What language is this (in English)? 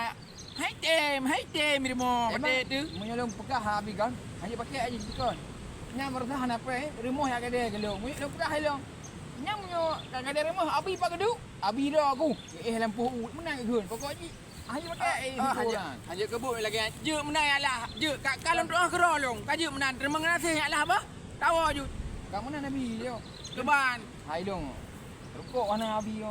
Achinese